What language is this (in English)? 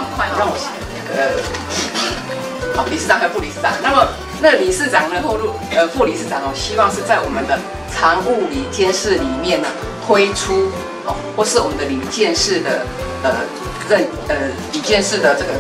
Chinese